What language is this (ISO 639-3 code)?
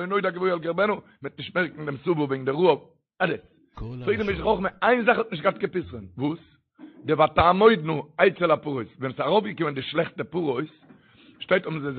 yid